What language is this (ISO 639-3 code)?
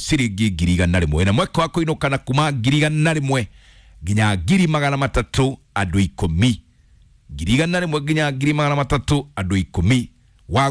kik